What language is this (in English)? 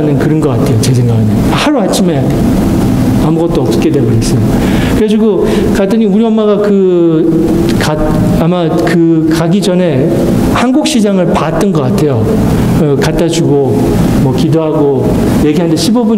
Korean